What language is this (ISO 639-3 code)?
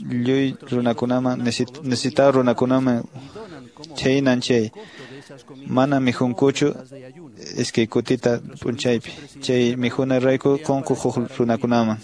que